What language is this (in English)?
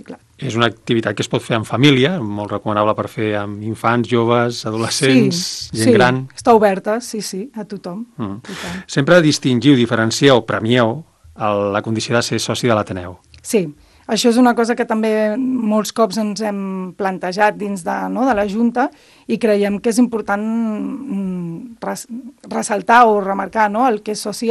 Catalan